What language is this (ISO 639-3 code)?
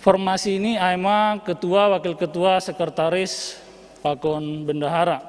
bts